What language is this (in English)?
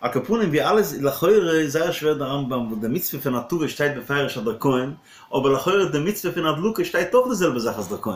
Yiddish